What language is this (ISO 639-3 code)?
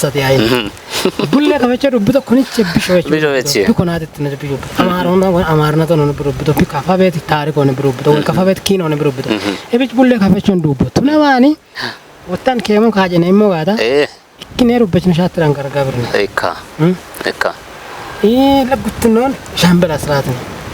kbr